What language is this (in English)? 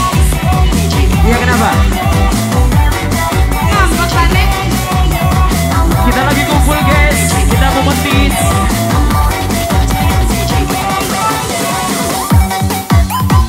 Indonesian